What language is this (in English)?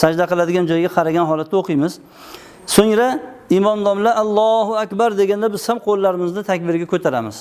Uzbek